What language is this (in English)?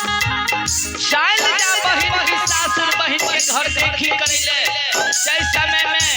Maithili